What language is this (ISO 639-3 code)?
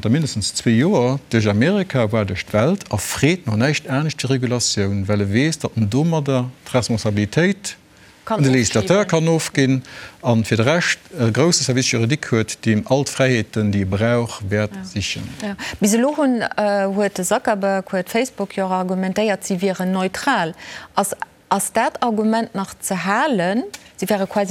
ltz